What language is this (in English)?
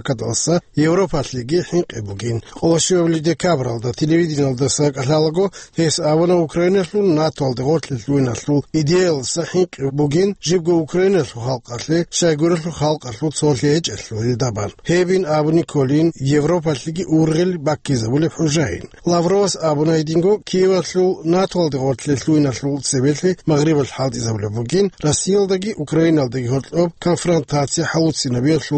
Avaric